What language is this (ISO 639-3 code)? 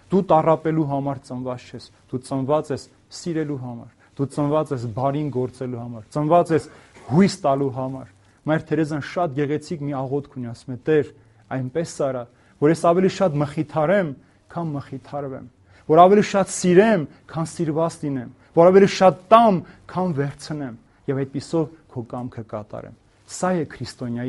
hye